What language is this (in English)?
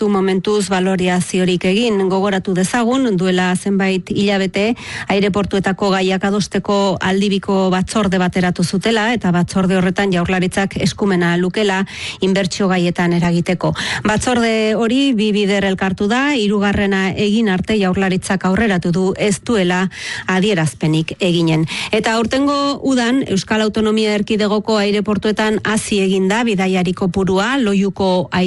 Basque